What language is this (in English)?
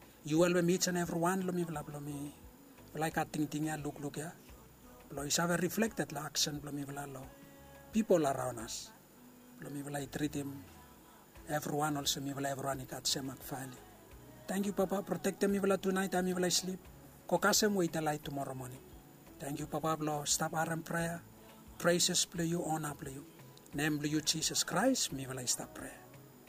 Bislama